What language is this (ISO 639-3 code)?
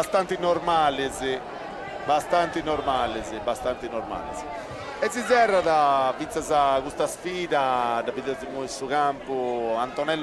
srd